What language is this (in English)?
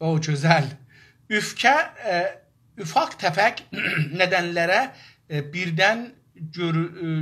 South Azerbaijani